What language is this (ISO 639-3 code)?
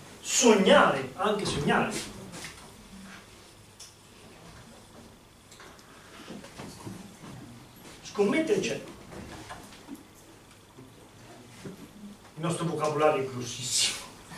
ita